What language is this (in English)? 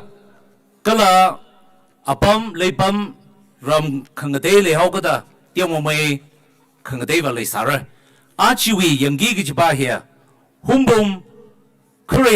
Tangkhul Naga (India)